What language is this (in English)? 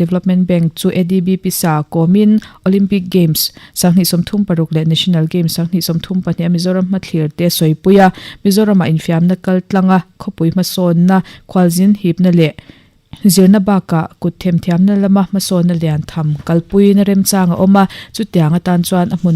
Mizo